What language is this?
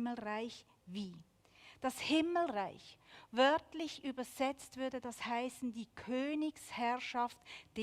Swiss German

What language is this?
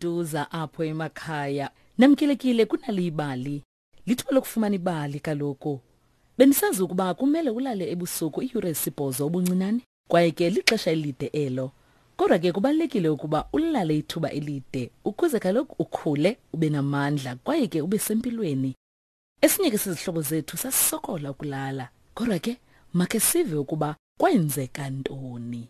Xhosa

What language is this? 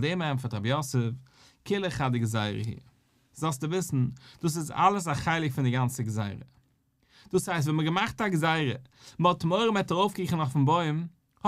Yiddish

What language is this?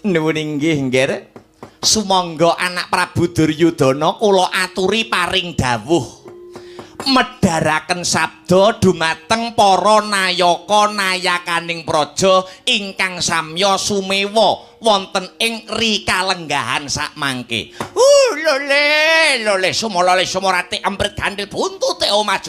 Javanese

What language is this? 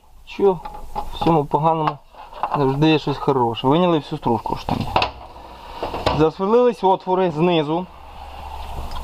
Ukrainian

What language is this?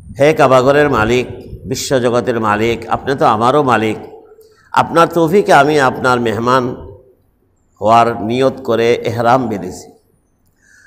Bangla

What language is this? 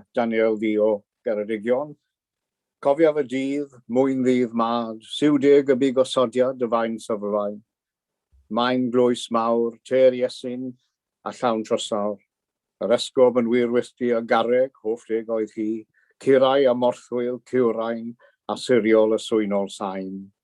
Welsh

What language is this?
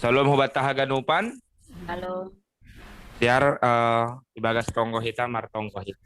Batak Simalungun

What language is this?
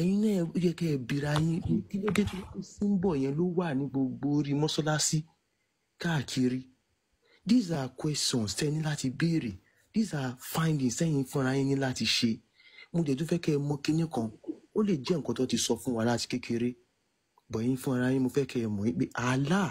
Yoruba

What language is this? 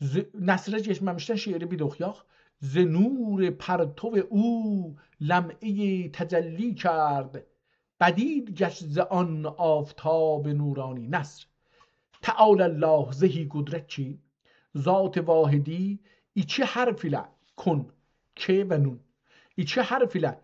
South Azerbaijani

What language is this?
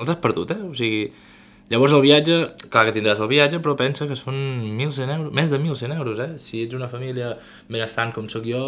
Catalan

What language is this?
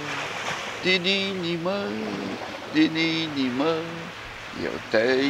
Romanian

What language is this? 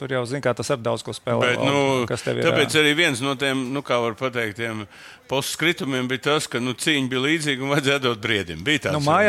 Latvian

